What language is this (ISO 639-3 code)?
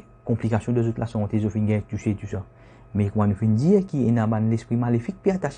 mfe